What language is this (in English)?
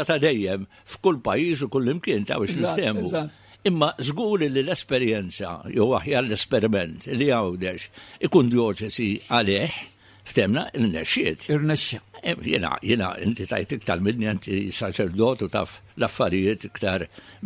Maltese